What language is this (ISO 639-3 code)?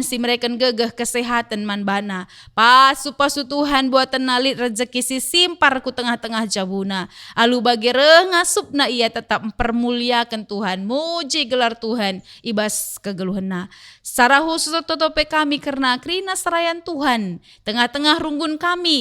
btx